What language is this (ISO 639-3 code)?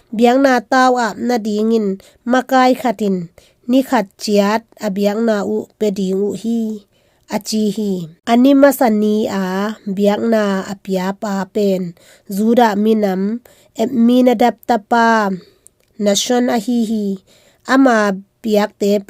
ctd